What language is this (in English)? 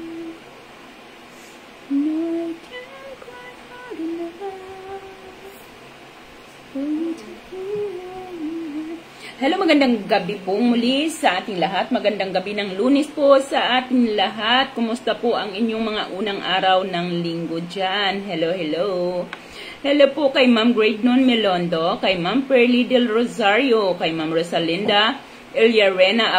Filipino